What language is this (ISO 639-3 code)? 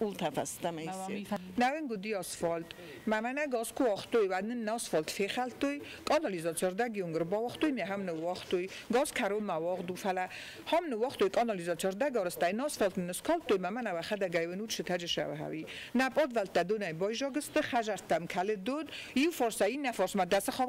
oss